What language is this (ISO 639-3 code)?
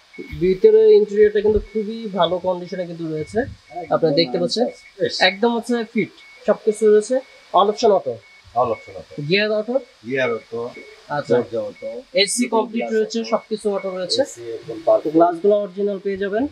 ben